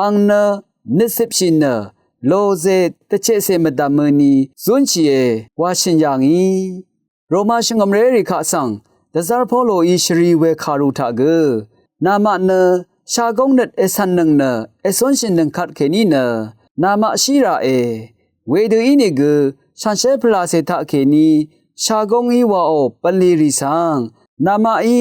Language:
Rawang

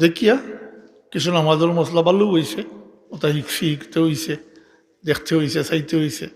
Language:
Sylheti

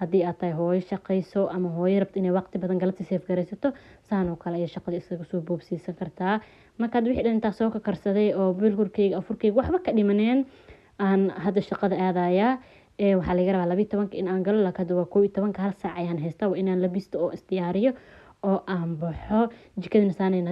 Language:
Somali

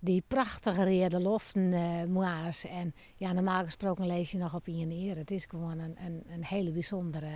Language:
Western Frisian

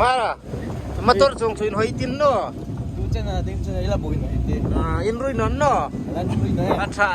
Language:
Hmar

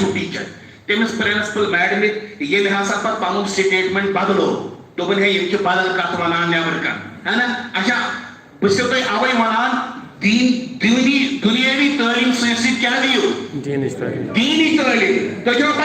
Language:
Kashmiri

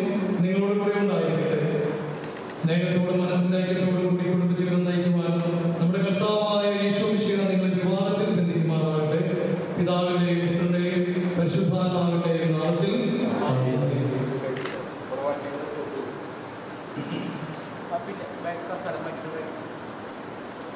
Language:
Malayalam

